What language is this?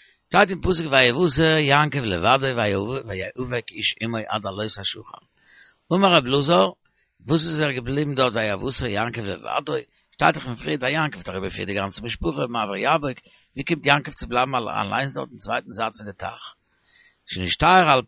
Yiddish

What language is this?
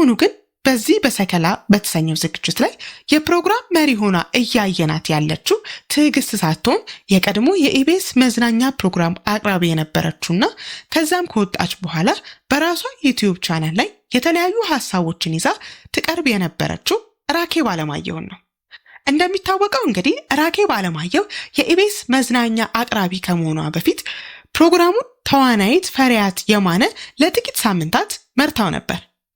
Amharic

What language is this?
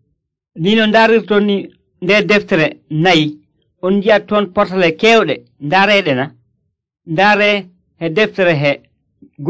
Nigerian Fulfulde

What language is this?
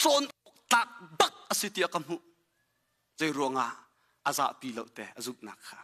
Hakha Chin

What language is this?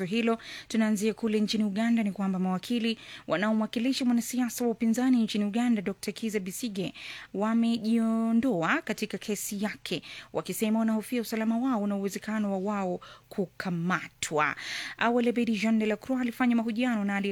Swahili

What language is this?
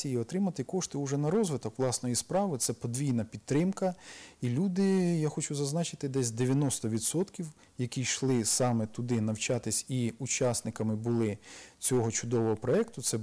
Ukrainian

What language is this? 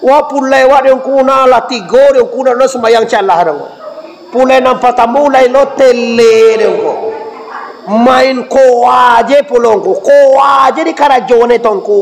Minangkabau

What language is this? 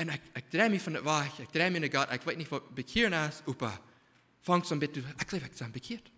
Plautdietsch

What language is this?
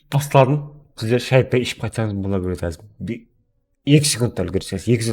Kara-Kalpak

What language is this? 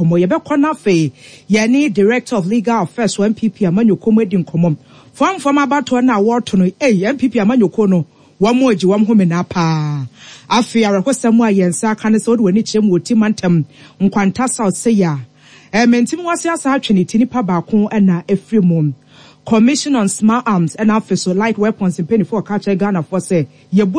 Akan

